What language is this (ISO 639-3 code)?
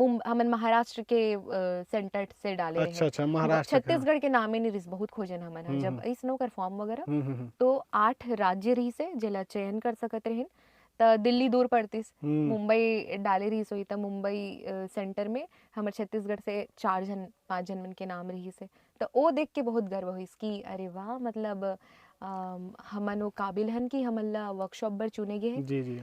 hne